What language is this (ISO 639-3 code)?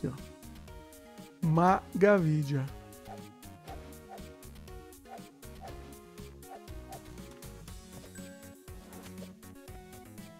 por